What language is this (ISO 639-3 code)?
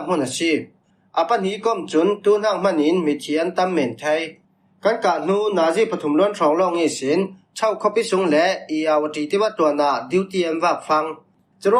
cfm